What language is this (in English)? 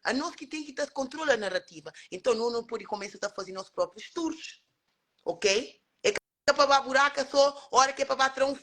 Kabuverdianu